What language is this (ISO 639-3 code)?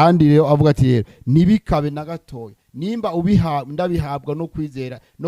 run